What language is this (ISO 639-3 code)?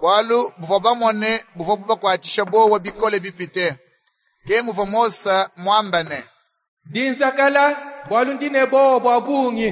lua